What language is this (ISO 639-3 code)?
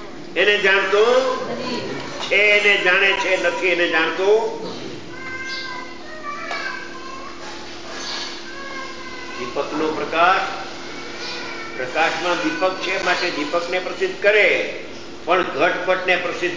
guj